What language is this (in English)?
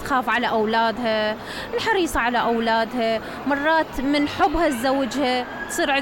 Mesopotamian Arabic